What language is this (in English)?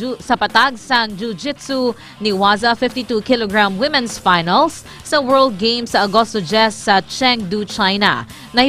Hiligaynon